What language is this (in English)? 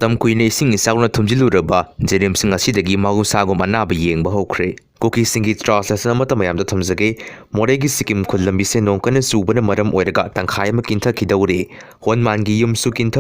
Manipuri